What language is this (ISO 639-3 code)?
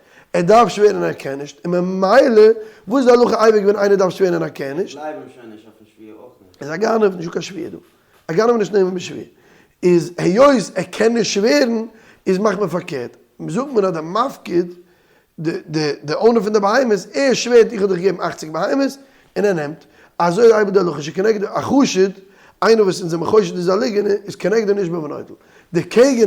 yid